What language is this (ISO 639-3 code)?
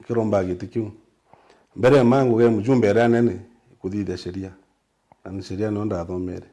mer